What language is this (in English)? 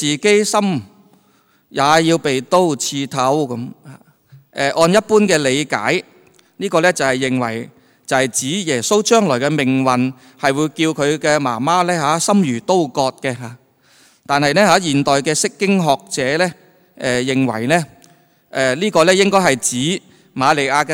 Cantonese